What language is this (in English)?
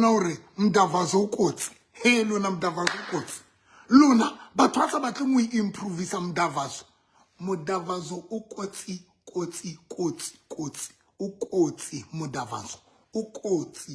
Southern Sotho